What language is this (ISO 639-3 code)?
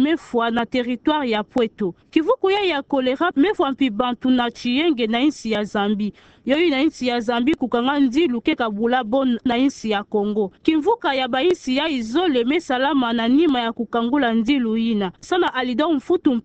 ktu